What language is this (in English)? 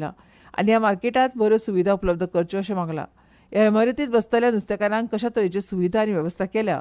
Konkani